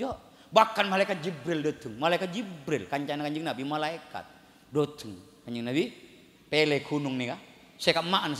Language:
Madurese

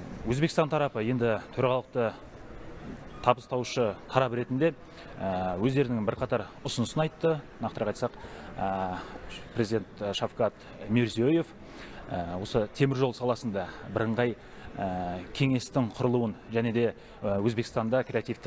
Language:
Kazakh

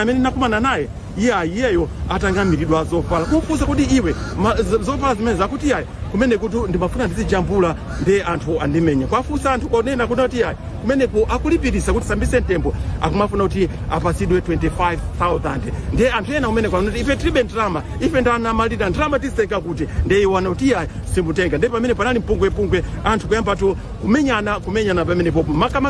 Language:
Nyanja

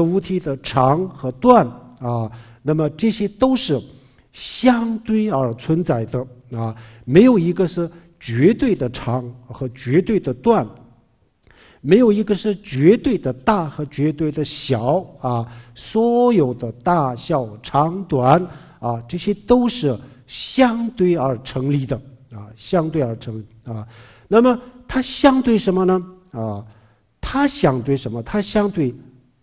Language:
Chinese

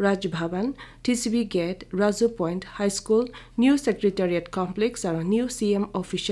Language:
Naga Pidgin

